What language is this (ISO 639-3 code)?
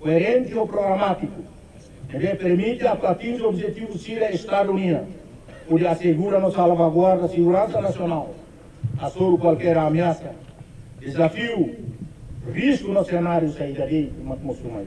tet